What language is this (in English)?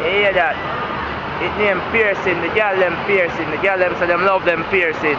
Jamaican Creole English